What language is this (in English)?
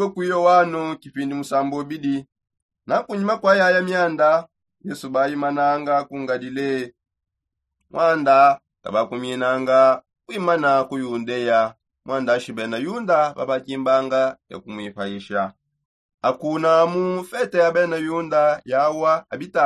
Songe